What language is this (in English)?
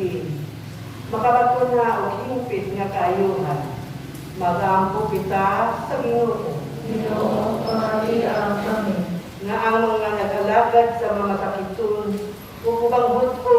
Cebuano